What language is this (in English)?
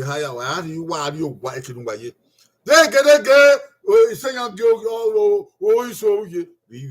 Bini